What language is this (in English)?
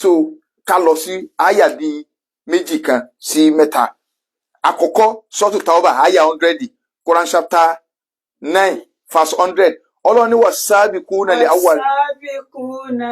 Yoruba